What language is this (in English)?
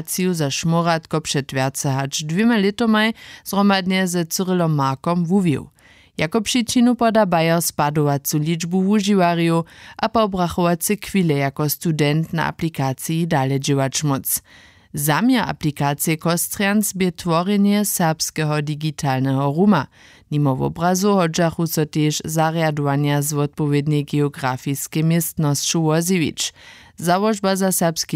Upper Sorbian